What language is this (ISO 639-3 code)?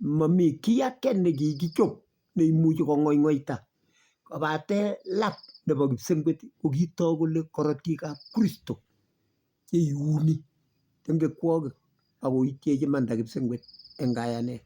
kln